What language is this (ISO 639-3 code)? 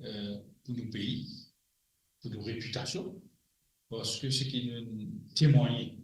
mfe